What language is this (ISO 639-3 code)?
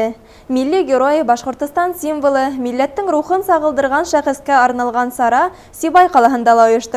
bak